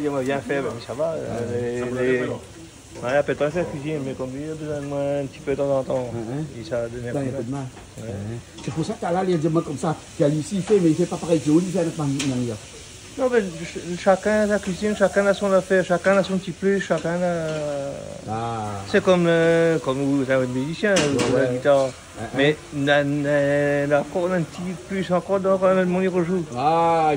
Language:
Réunion Creole French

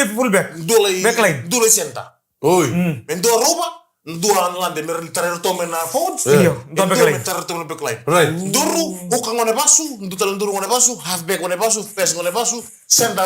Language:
Fijian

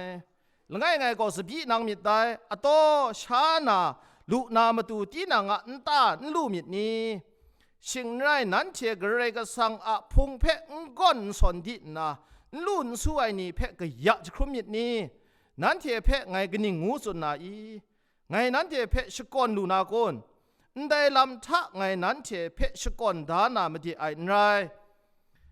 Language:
Kachin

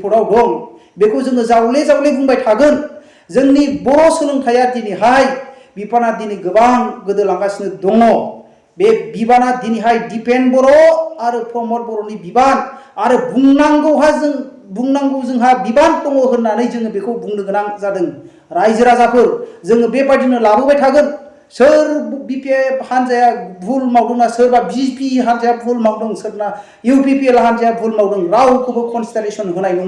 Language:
Bodo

